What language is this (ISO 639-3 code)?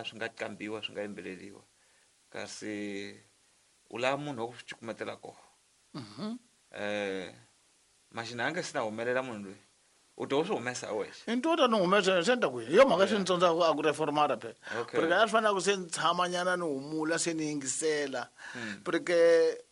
tso